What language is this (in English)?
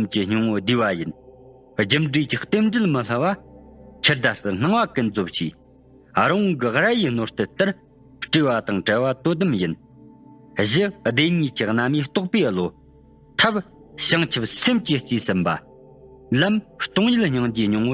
Tibetan